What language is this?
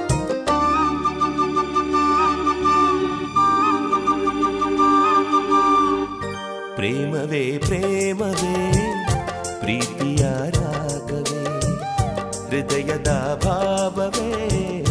Kannada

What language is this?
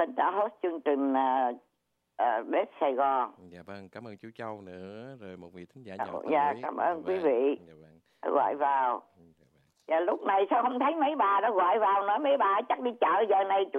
Vietnamese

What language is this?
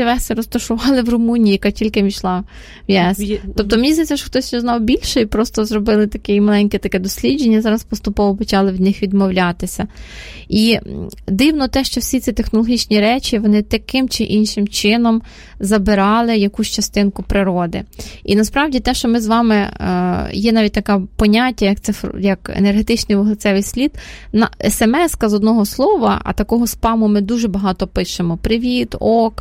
Ukrainian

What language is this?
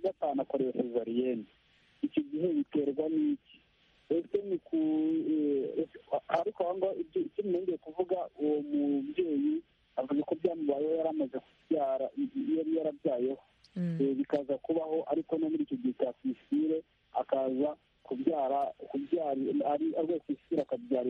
Kinyarwanda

